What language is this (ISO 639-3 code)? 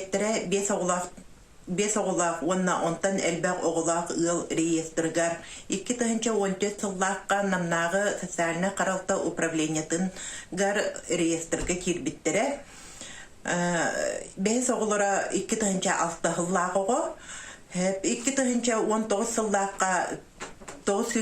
sah